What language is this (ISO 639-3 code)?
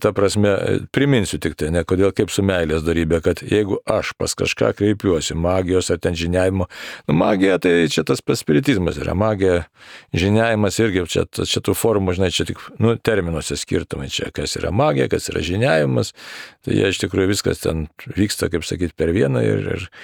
lit